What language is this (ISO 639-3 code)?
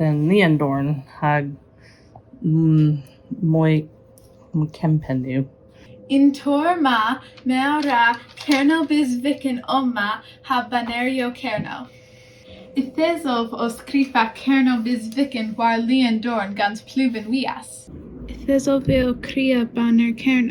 cor